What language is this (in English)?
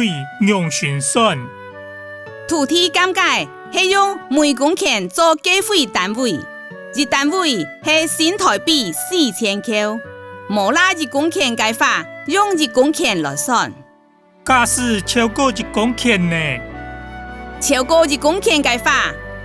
Hakka Chinese